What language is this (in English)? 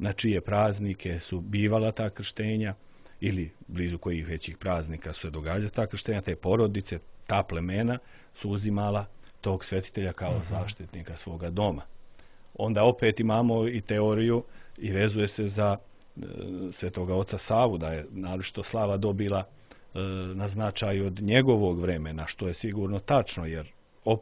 Serbian